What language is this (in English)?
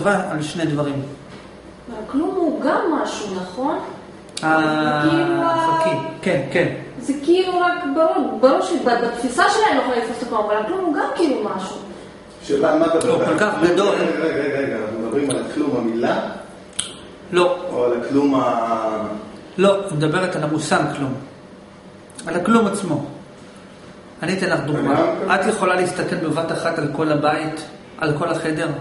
Hebrew